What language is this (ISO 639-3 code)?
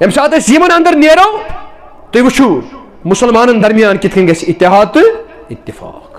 kas